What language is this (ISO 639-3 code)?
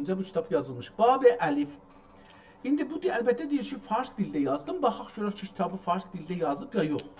azb